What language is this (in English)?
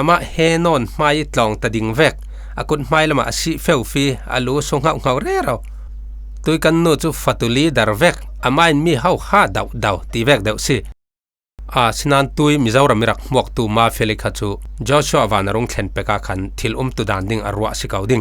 Falam Chin